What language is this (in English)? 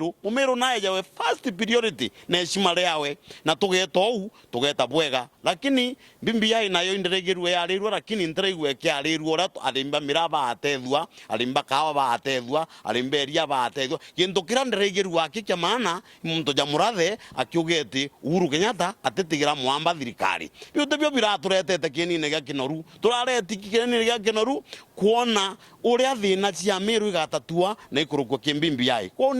Meru